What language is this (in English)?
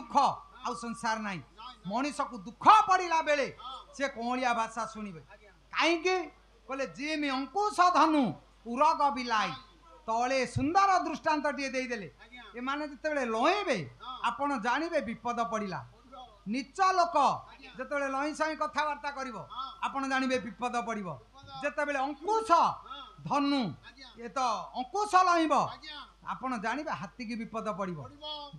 Odia